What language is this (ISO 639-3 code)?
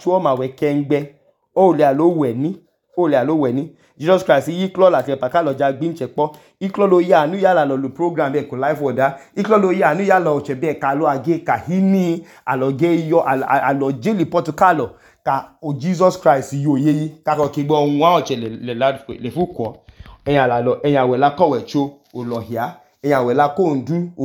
idu